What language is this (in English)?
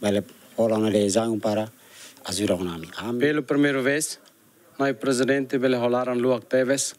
Tetum